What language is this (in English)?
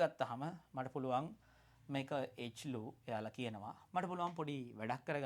Sinhala